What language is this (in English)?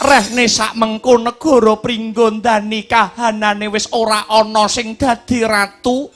Javanese